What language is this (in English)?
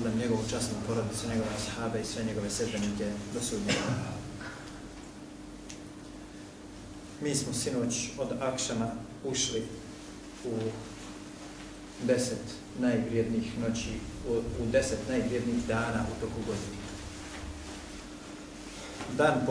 Bosnian